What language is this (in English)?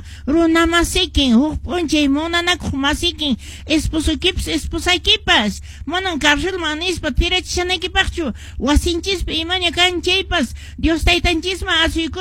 Quechua